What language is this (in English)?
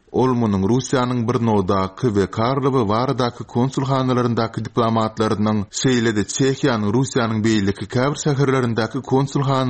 Turkmen